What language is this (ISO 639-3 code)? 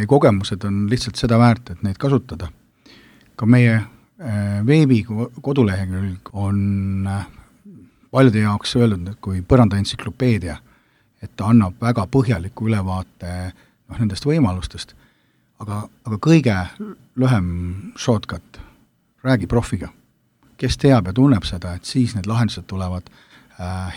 est